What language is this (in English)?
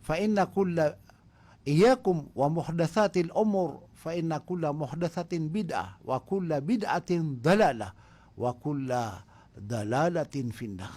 Maranao